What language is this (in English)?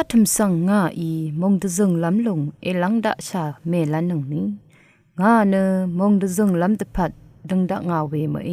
Rawang